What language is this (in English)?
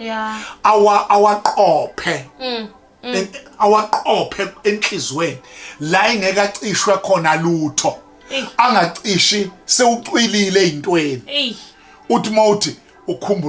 Zulu